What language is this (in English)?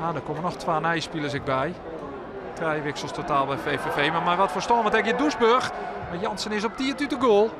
Western Frisian